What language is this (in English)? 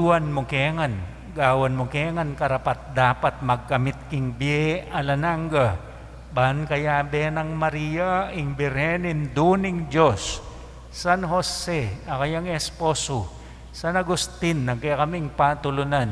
Pampanga